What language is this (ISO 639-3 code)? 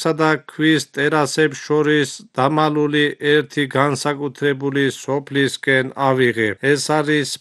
kat